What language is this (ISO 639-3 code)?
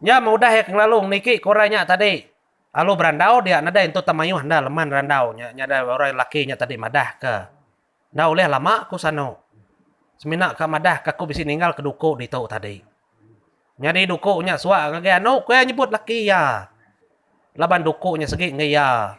iba